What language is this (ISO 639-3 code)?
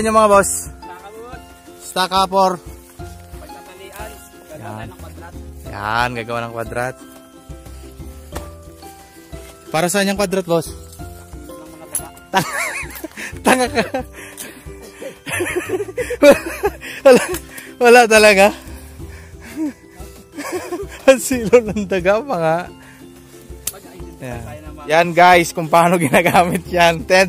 fil